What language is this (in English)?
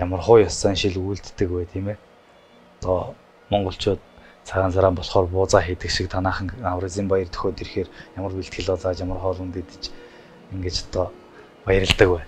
Mongolian